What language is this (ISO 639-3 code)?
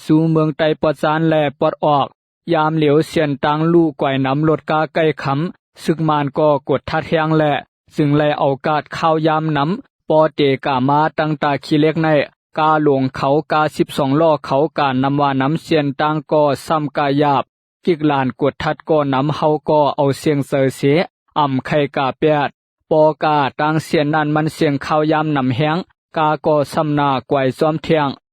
shn